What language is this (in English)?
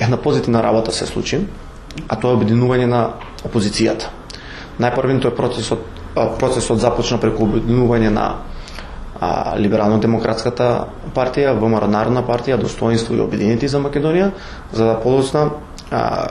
Macedonian